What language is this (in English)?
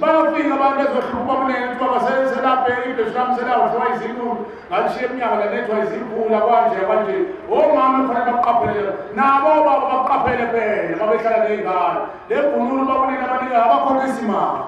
Zulu